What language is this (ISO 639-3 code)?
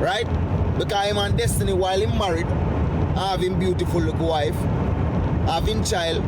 jam